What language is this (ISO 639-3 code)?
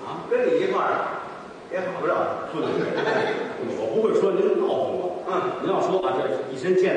zho